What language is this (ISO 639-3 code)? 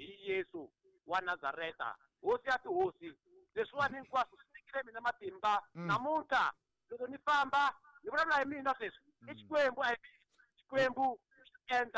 tso